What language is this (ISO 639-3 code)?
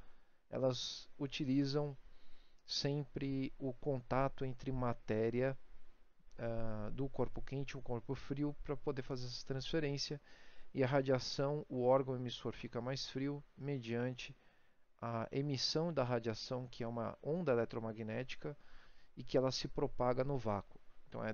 por